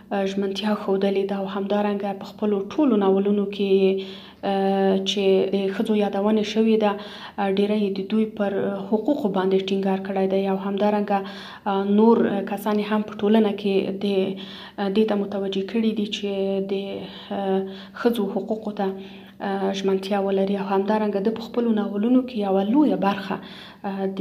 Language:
Pashto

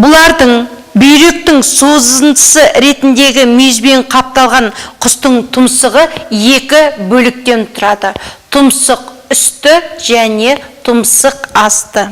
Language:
Kazakh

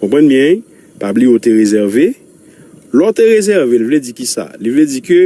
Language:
Haitian Creole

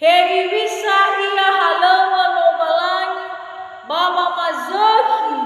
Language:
Nias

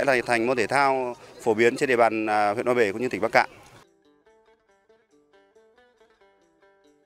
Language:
Vietnamese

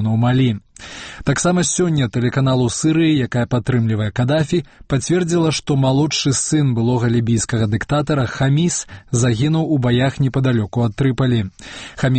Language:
Belarusian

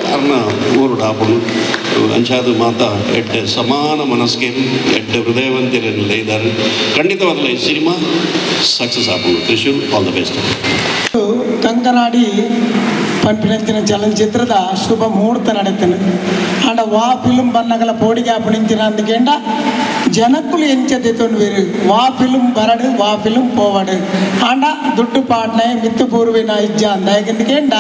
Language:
Tulu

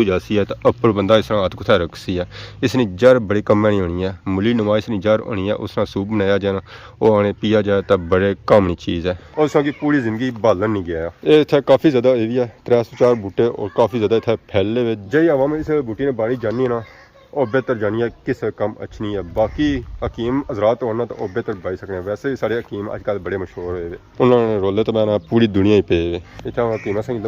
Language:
Pahari-Potwari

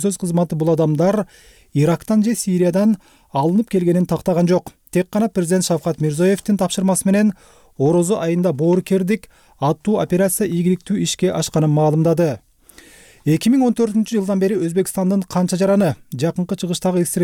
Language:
Kyrgyz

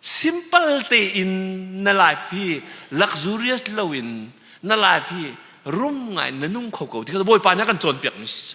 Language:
Hakha Chin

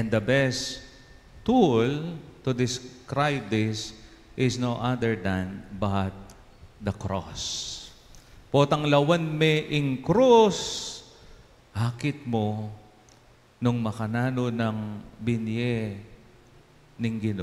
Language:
Pampanga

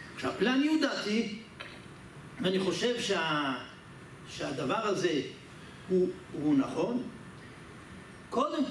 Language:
Hebrew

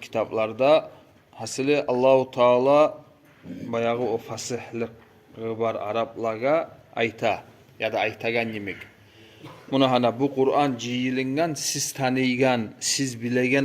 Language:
Kumyk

